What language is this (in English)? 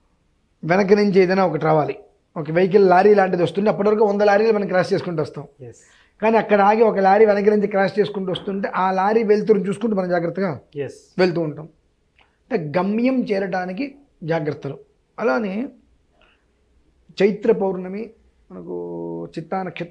Telugu